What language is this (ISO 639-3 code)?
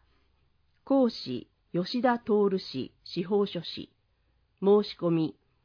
jpn